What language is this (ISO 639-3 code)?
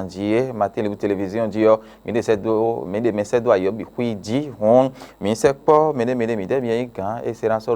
fon